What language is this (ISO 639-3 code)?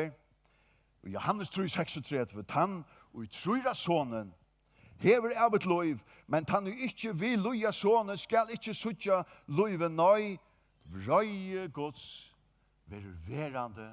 fao